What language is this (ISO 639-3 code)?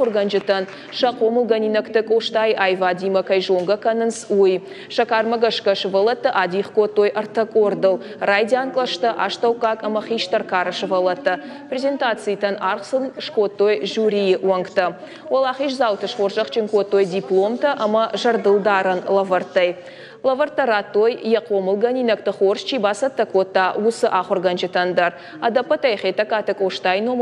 oss